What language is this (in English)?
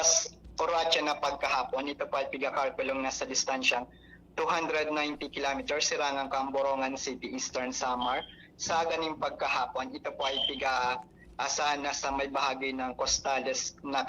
Bikol